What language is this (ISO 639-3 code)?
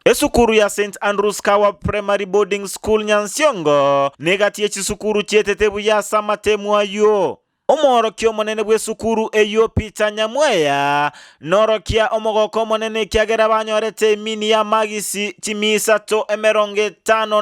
guz